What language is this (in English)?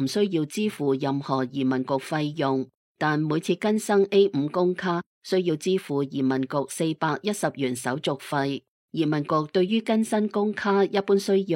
Cantonese